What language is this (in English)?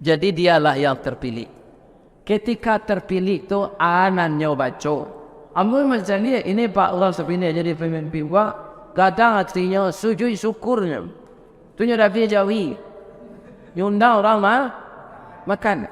Minangkabau